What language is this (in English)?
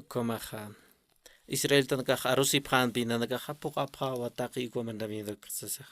Aymara